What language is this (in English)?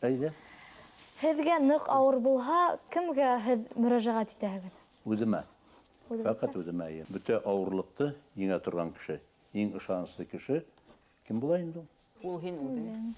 Bashkir